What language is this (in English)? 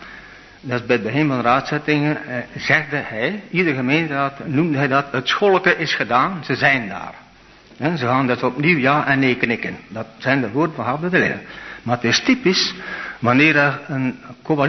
Dutch